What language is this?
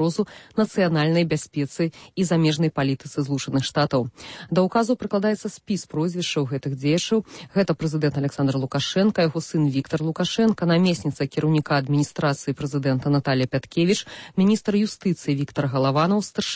Belarusian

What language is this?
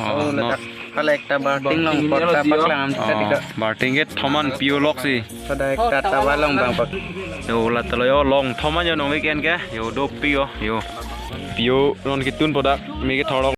Karbi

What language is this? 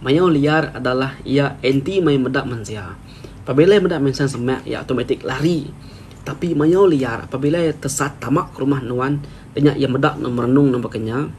Iban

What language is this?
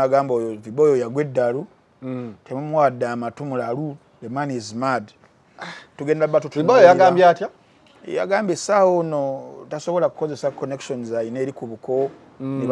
Ganda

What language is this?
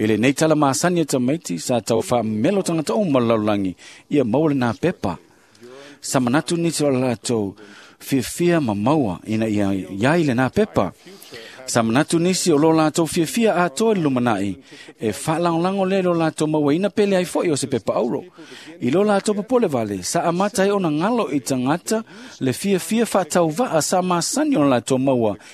Samoan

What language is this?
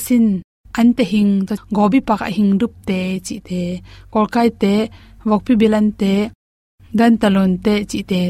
Tedim Chin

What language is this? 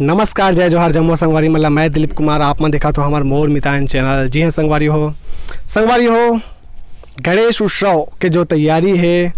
Chhattisgarhi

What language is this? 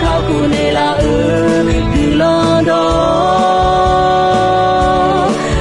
Akha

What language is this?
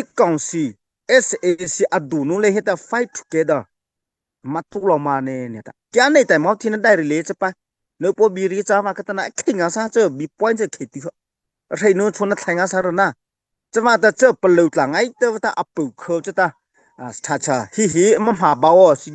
Mara Chin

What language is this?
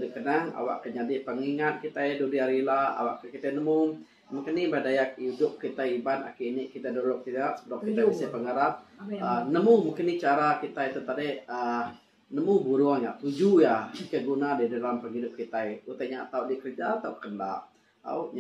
Iban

